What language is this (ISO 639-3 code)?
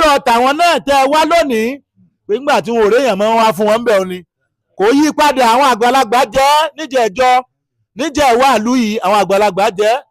yor